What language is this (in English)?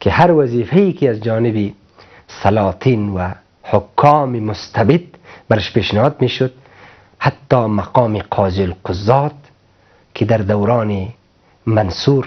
Persian